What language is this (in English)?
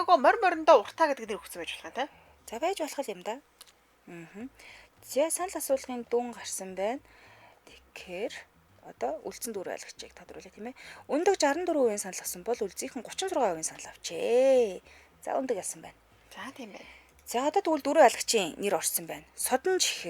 Mongolian